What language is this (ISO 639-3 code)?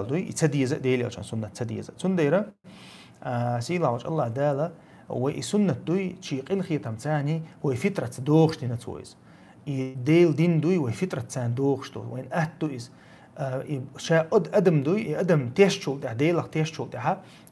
che